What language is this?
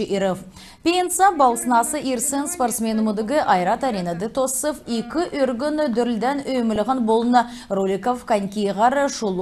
Kalmyk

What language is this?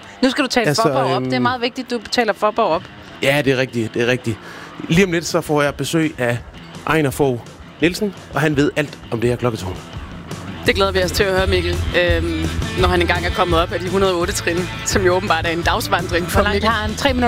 Danish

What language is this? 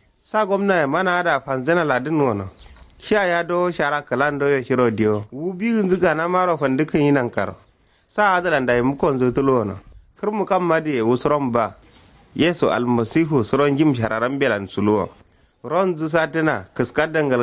Kanuri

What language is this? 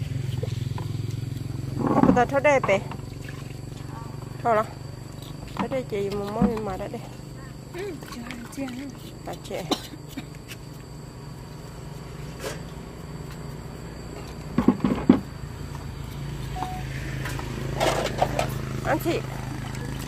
Vietnamese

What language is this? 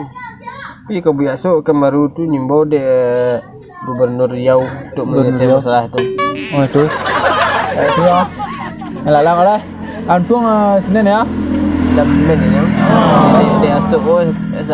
Minangkabau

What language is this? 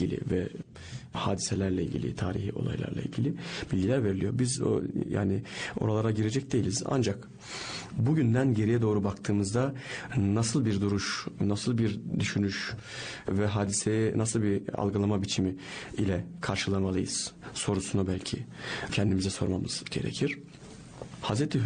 Turkish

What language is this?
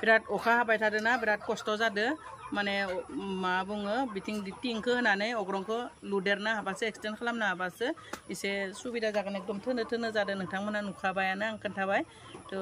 Bodo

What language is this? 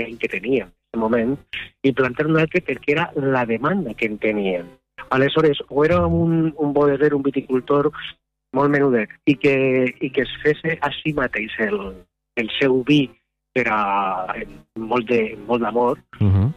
Catalan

